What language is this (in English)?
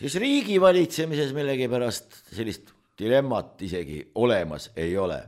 Estonian